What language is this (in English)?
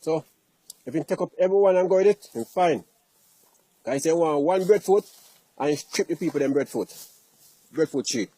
Jamaican Creole English